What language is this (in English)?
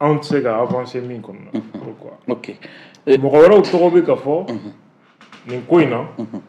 Bambara